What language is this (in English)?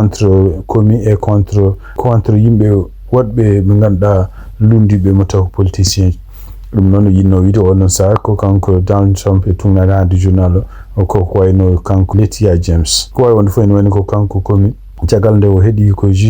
Fula